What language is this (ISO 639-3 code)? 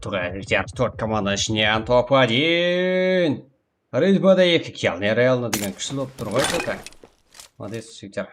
kaa